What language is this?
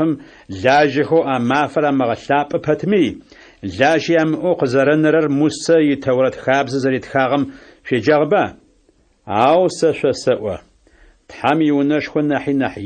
Adyghe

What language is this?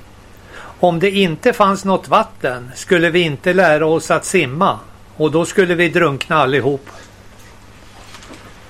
Swedish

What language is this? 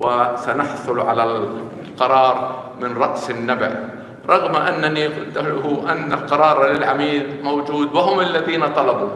North Levantine Arabic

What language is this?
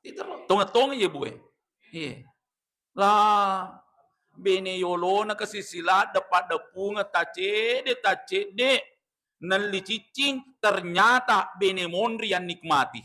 Buginese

